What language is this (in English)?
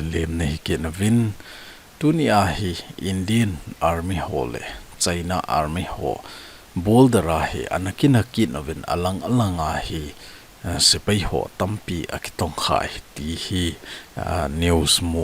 Thado Chin